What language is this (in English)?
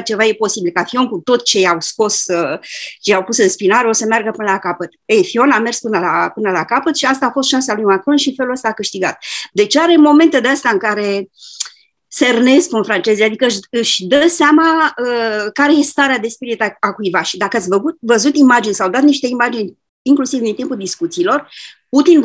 Romanian